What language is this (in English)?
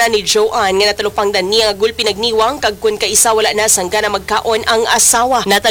Hiligaynon